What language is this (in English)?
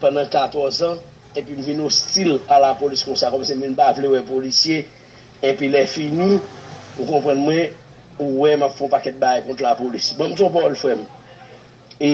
Haitian Creole